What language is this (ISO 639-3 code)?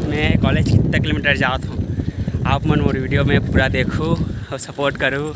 hne